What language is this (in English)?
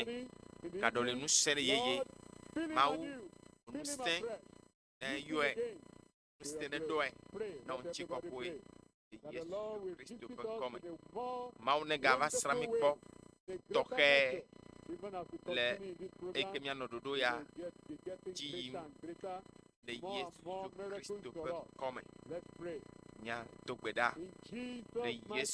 Ewe